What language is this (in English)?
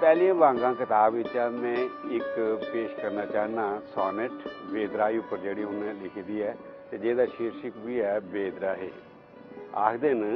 Dogri